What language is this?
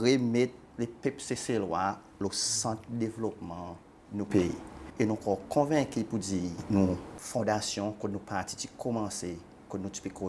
Seselwa Creole French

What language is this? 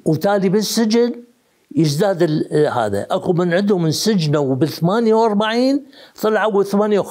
Mesopotamian Arabic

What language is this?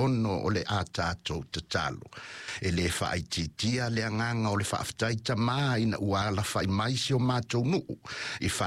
Samoan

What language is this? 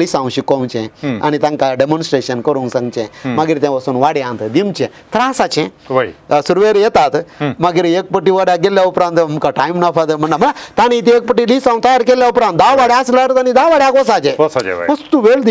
Konkani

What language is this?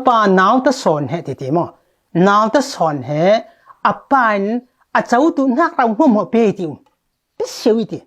Falam Chin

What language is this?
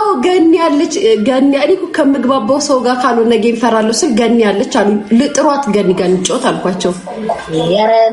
Amharic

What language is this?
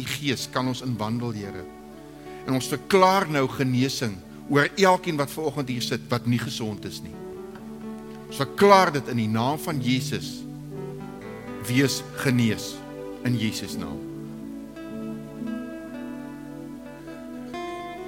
Afrikaans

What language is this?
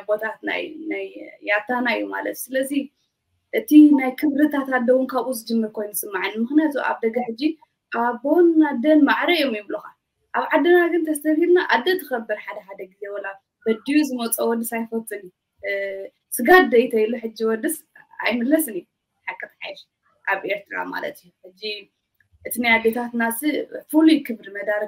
Tigrinya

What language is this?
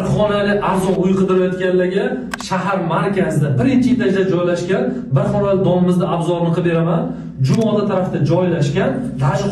Uzbek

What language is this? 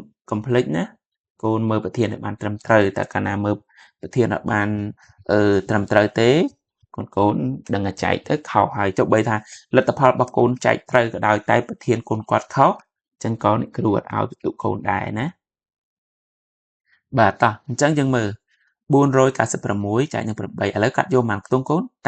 Khmer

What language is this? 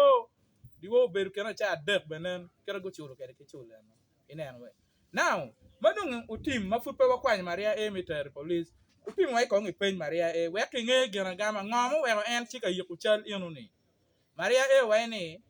Acoli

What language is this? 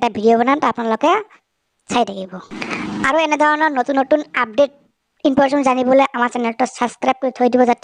Assamese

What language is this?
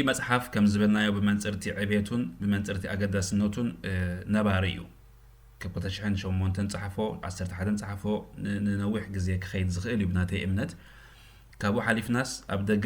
Tigrinya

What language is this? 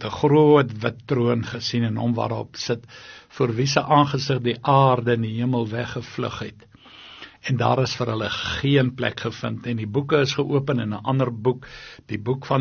Afrikaans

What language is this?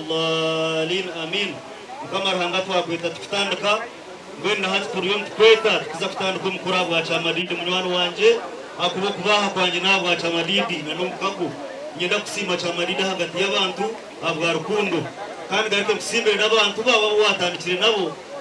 Nyankole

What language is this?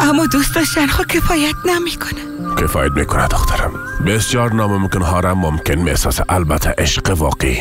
Persian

